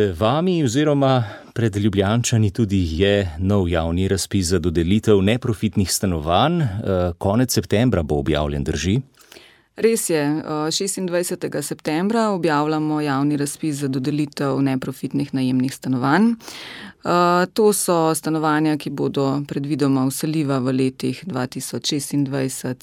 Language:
Slovenian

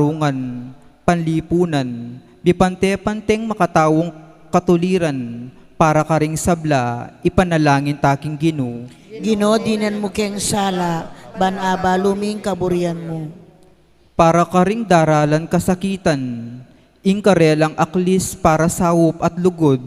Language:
Pampanga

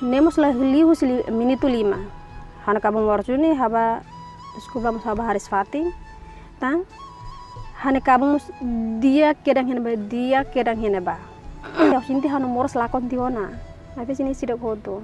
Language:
Tetum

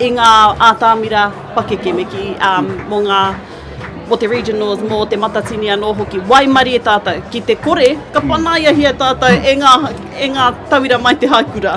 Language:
Māori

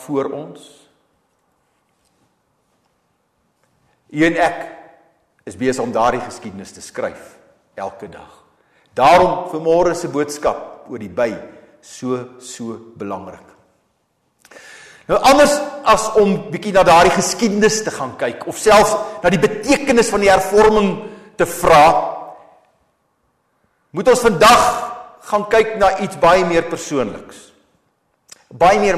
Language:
Afrikaans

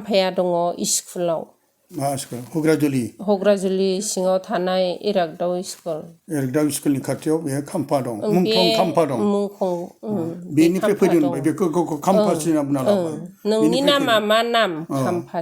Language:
Bodo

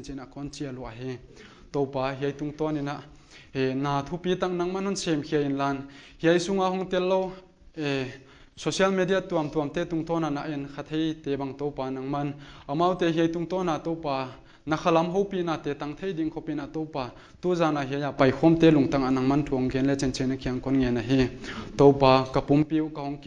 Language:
Paite Chin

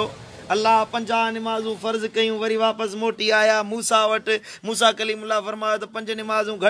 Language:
Sindhi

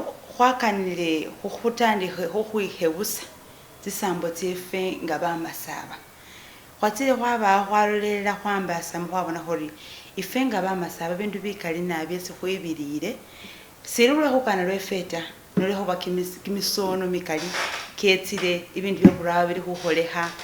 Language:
Masaaba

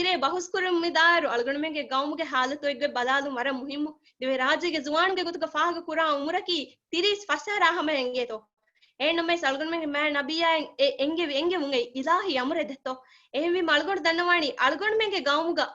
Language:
Divehi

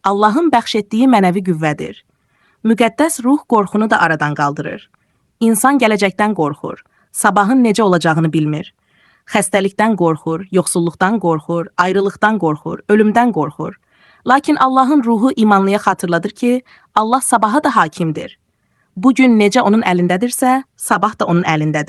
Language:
Azerbaijani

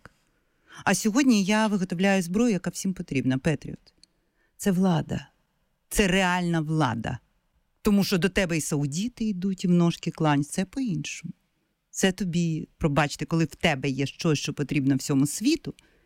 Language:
Ukrainian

